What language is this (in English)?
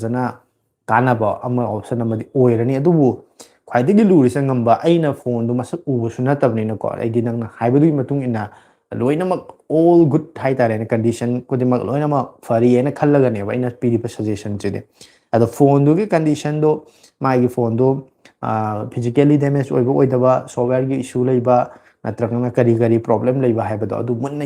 Manipuri